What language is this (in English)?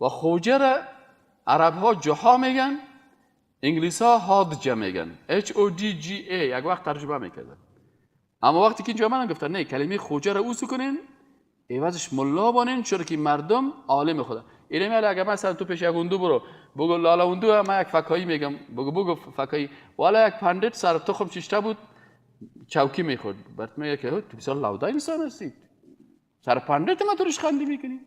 Persian